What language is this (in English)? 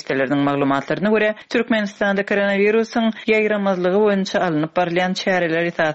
Turkmen